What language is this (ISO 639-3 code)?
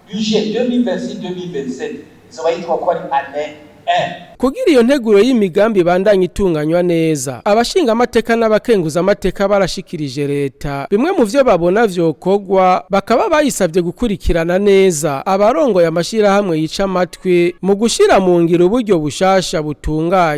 run